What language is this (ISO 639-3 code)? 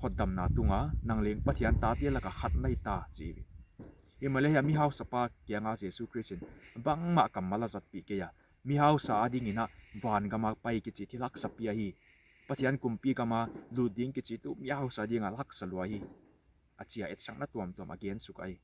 pck